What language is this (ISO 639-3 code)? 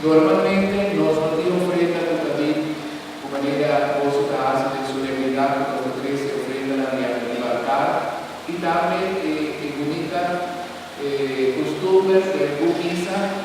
pap